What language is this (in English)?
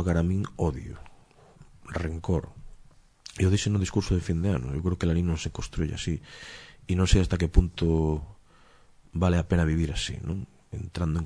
Galician